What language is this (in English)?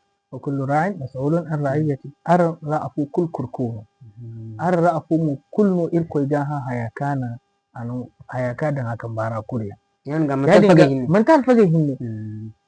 Zarma